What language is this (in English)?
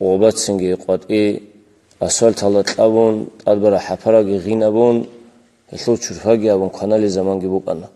Avaric